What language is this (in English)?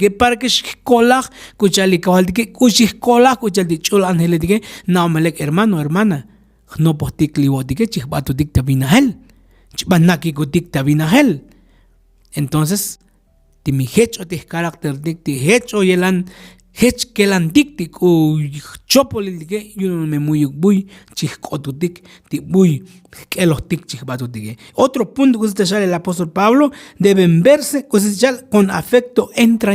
Tzotzil